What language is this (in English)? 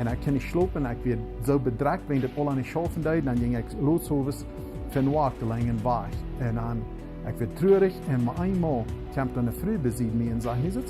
Plautdietsch